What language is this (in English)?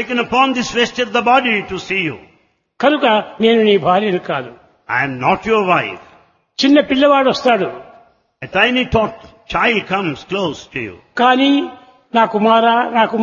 Telugu